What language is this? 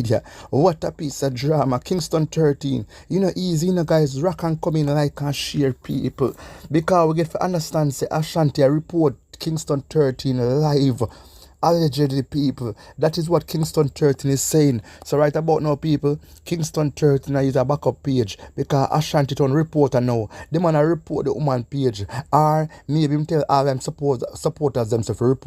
Jamaican Creole English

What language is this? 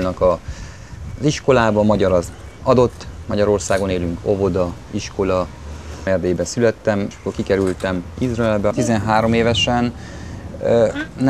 Hungarian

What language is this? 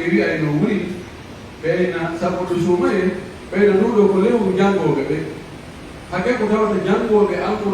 Pular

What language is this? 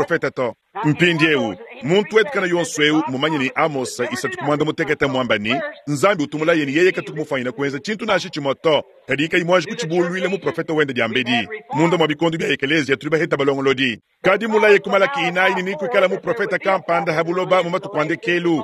Luba-Lulua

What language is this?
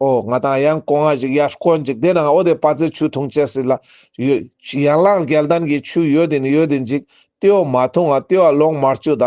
Ladakhi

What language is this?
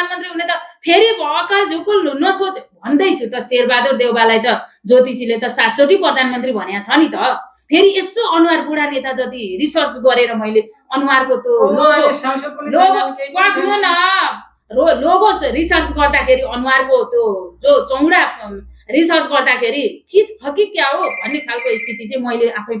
Nepali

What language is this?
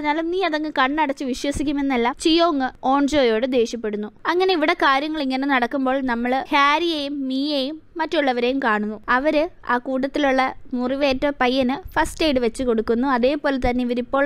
Malayalam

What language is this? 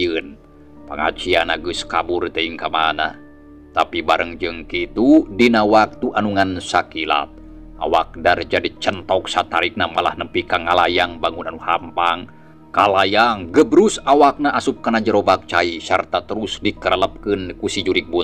Sundanese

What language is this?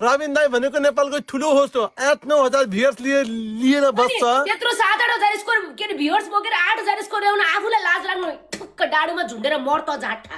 Nepali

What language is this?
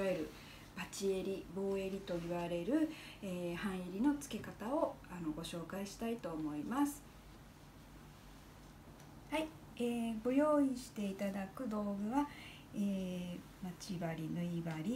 Japanese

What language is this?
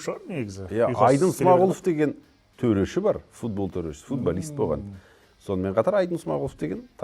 Kazakh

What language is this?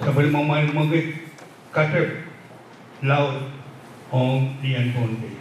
Pohnpeian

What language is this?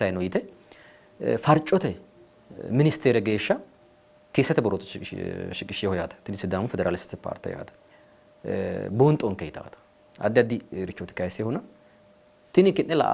Sidamo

